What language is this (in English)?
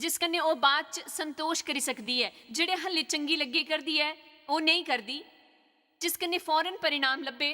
Dogri